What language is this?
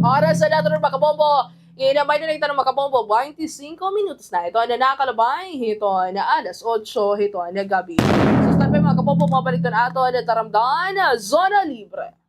Waray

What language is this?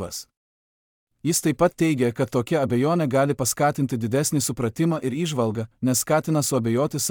Lithuanian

